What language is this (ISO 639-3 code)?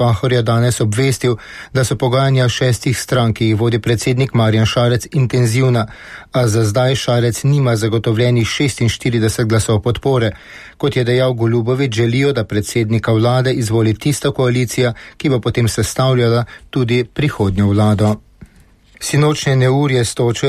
slv